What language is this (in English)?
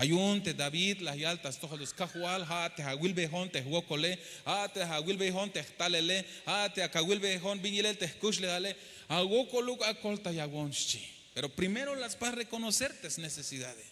Tzeltal